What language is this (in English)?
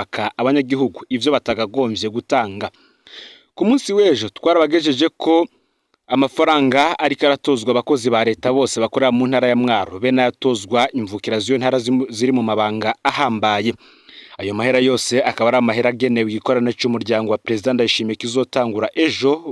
Rundi